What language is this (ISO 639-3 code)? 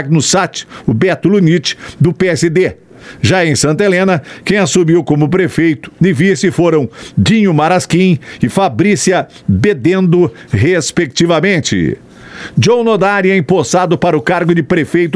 por